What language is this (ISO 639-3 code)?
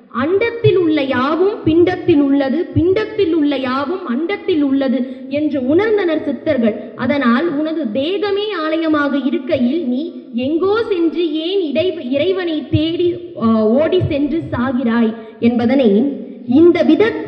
tam